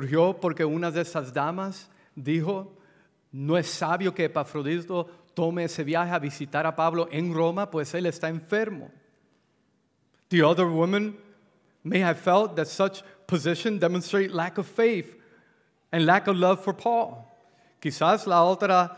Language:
Spanish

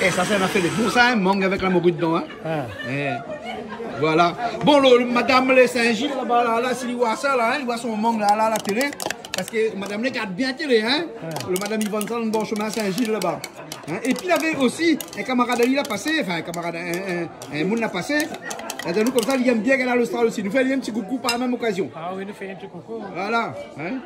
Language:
Réunion Creole French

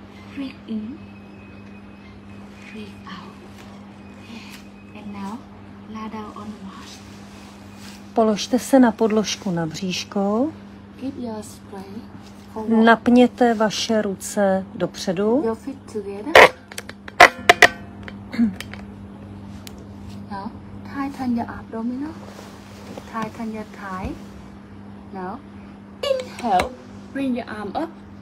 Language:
Czech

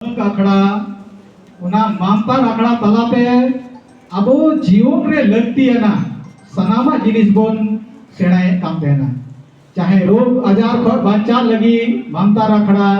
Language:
Santali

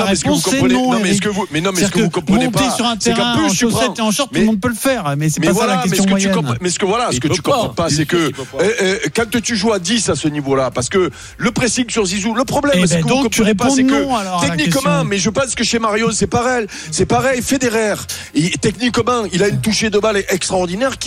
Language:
French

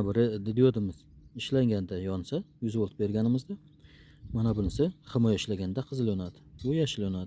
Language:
Uzbek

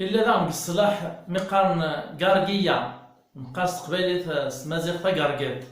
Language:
Kabyle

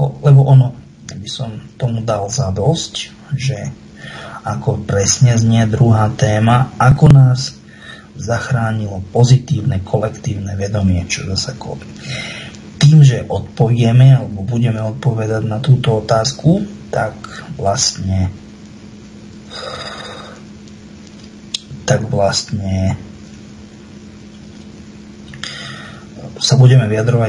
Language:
Slovak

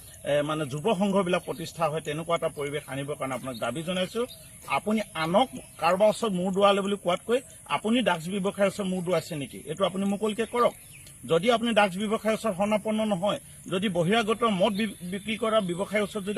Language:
Assamese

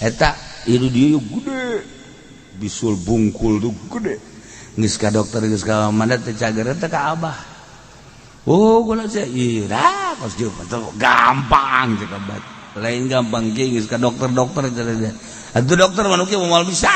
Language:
Sundanese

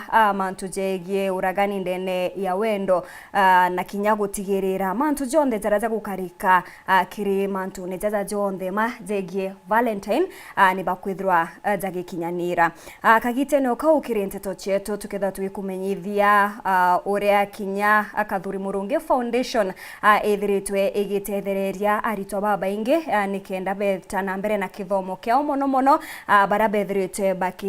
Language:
Meru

